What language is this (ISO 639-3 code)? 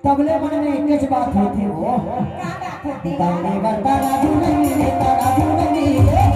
hne